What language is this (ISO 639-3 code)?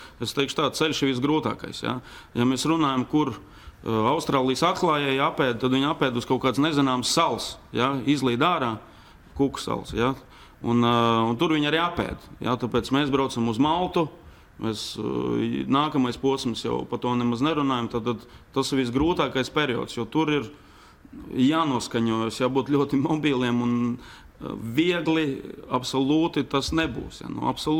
lav